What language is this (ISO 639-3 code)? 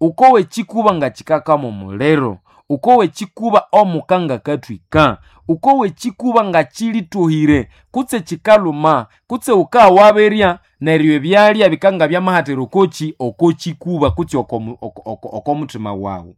nnb